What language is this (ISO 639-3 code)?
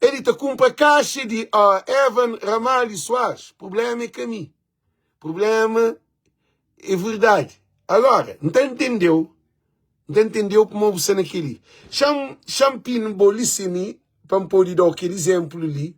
kea